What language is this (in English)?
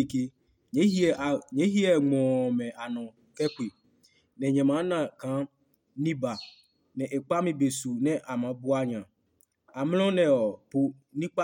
Adangme